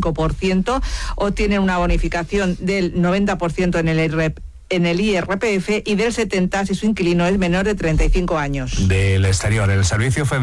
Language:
Spanish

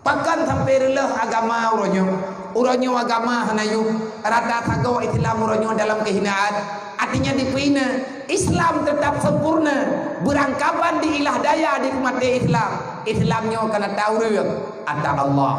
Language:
Achinese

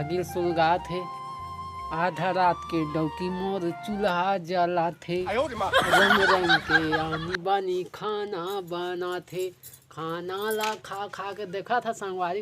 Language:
Chhattisgarhi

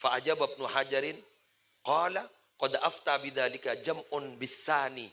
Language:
Madurese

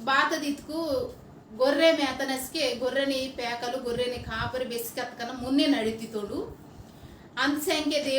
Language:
Koya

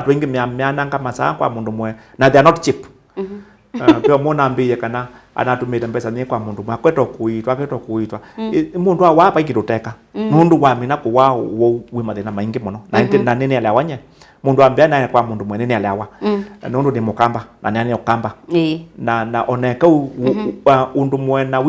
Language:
Kamba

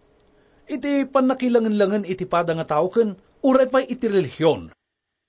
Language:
Iloko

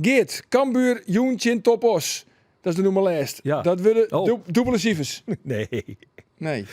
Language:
Western Frisian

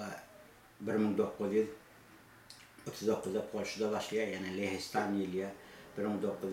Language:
Turkmen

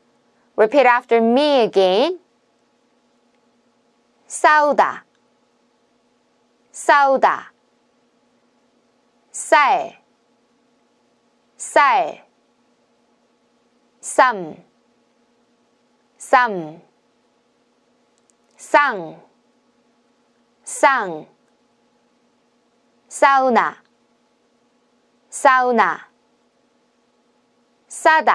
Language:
Korean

